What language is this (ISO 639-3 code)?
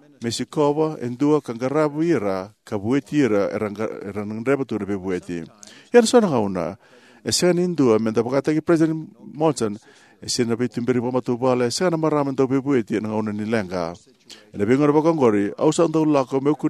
fij